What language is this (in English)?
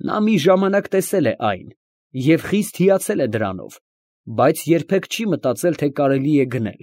Armenian